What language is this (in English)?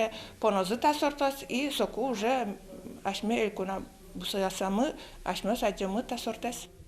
Udmurt